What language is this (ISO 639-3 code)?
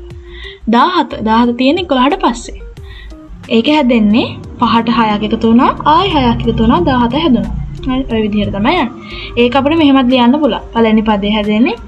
sin